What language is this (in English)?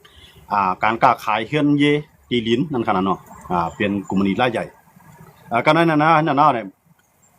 Shan